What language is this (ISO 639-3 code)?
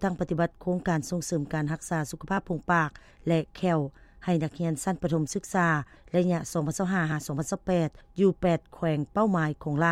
lao